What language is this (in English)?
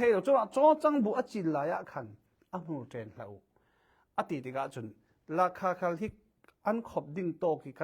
Falam Chin